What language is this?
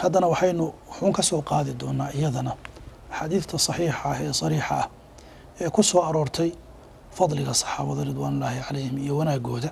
Somali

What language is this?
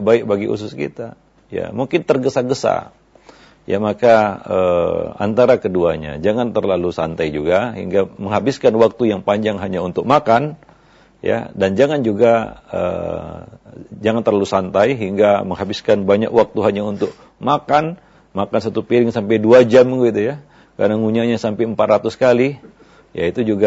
Indonesian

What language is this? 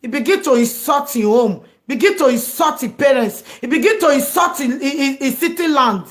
Nigerian Pidgin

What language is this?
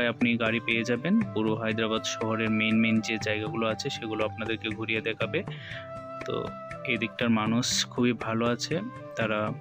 Bangla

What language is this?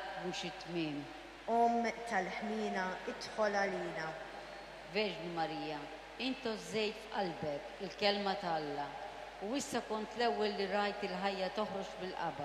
Maltese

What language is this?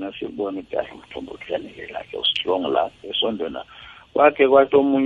South Ndebele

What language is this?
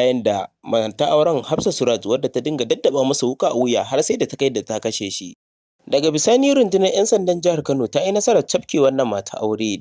Hausa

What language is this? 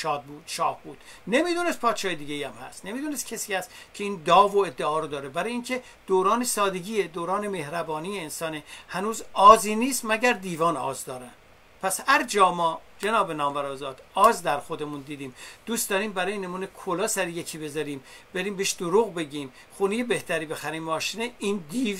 Persian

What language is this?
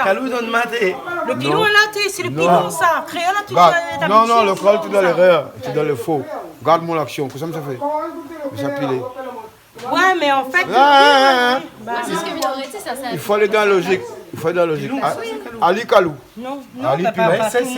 Réunion Creole French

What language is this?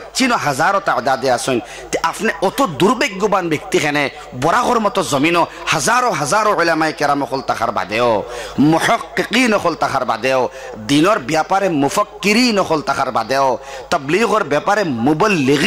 Sylheti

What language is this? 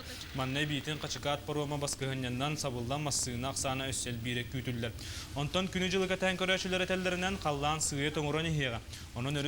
Yakut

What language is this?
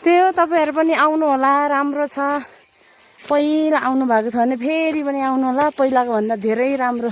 Nepali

